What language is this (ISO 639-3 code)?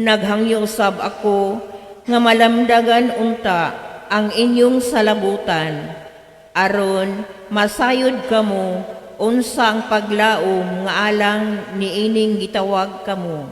ceb